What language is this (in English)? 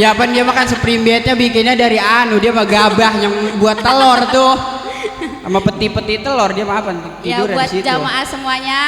Betawi